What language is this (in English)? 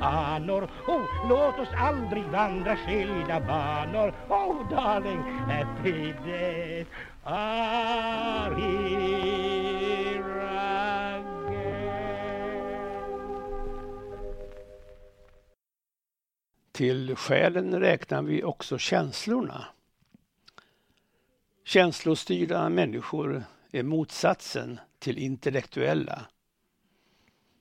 Swedish